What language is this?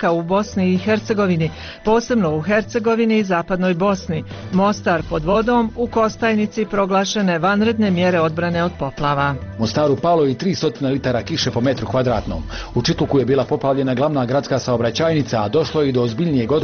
Bosnian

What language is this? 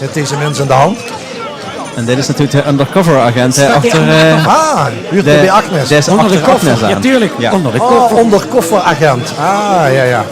Limburgish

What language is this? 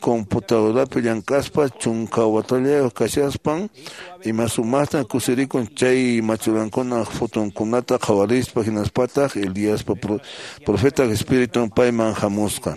Quechua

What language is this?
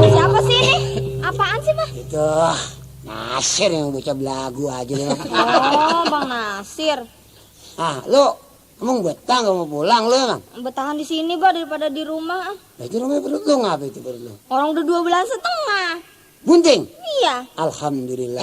Betawi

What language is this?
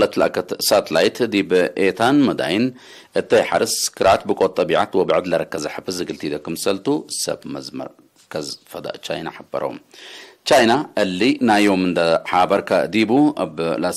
Tigre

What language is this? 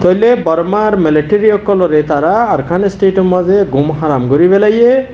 Rohingya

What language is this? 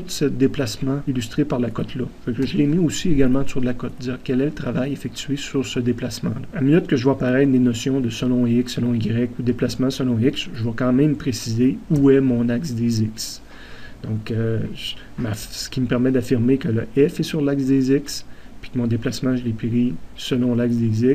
French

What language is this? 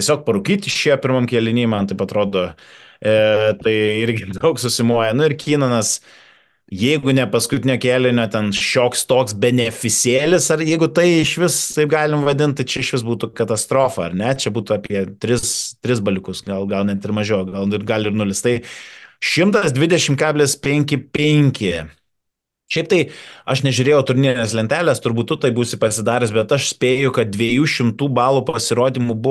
Lithuanian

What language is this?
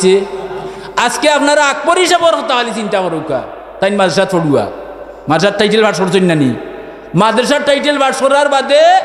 Sylheti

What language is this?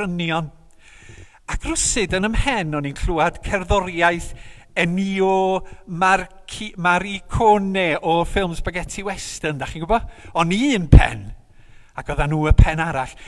Welsh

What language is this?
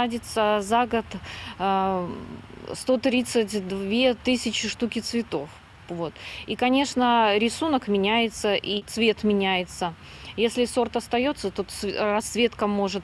Russian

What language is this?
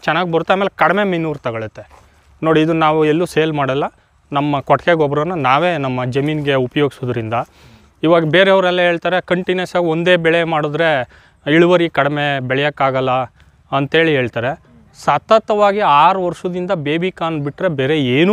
Kannada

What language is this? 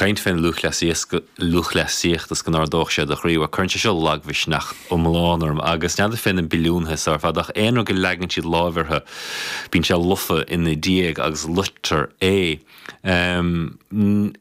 Irish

